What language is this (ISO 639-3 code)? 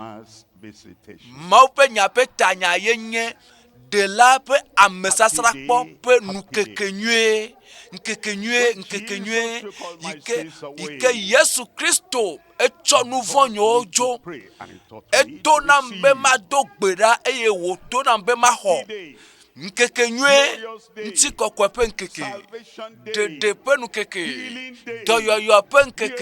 ewe